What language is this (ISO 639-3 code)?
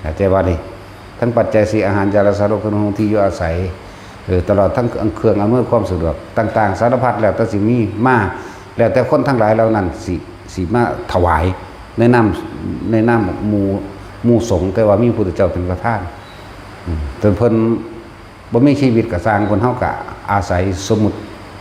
tts